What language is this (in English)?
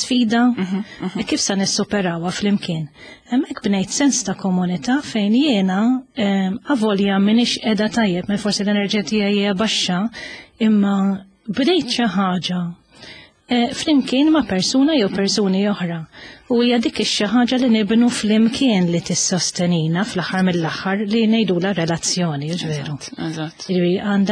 Maltese